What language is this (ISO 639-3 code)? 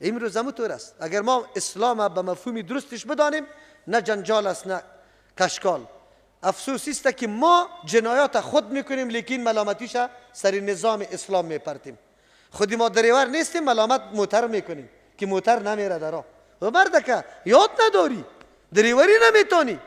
fas